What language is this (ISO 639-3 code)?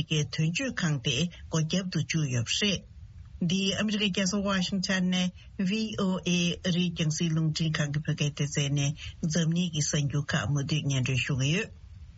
bod